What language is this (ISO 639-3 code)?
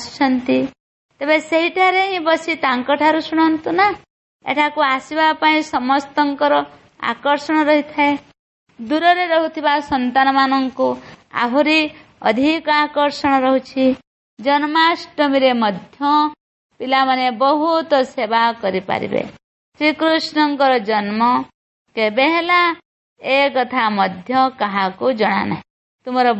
ori